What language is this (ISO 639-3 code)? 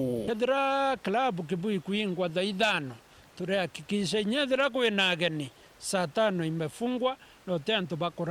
mer